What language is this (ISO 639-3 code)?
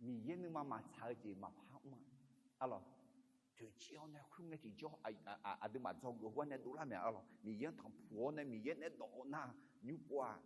ahk